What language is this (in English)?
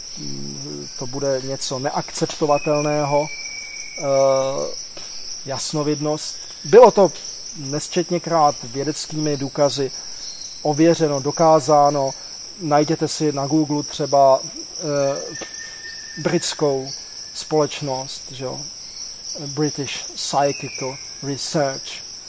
Czech